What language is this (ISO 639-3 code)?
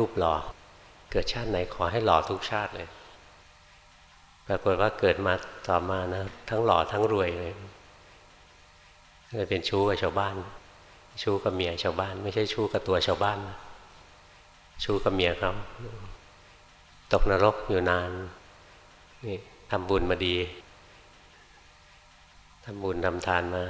tha